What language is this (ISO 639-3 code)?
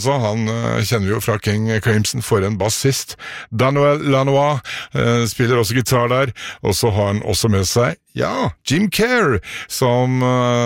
nor